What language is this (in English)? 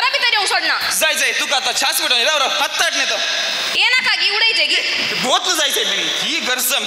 Konkani